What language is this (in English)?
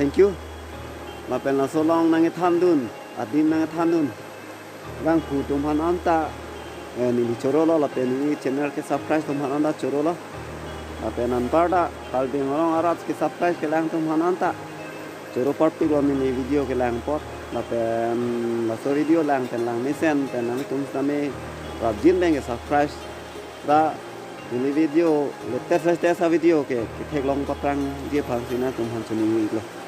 Karbi